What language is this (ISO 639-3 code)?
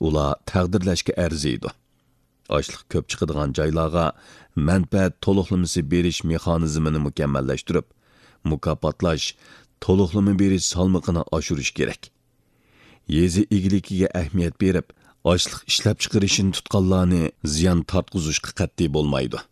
uig